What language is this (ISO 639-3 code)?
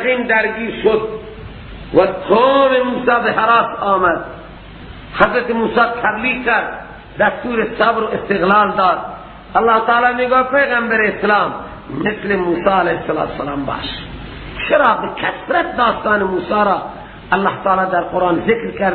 fas